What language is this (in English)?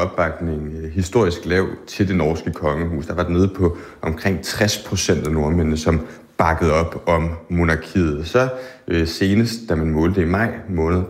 Danish